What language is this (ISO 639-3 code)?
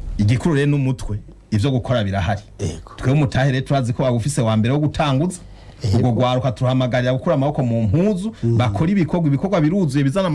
run